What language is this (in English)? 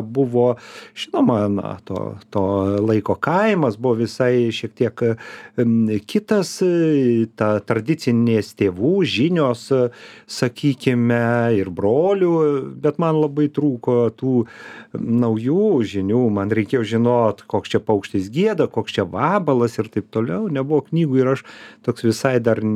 Lithuanian